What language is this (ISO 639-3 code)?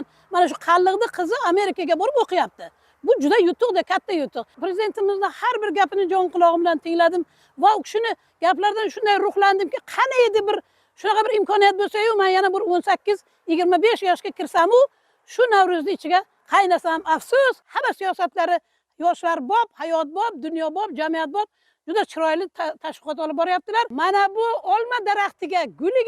uzb